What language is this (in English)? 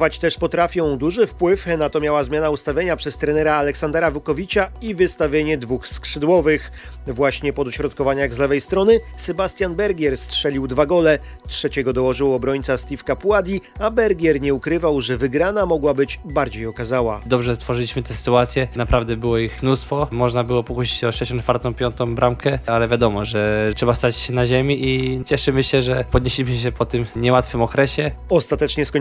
Polish